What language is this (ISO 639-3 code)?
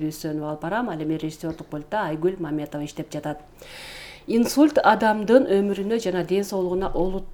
kir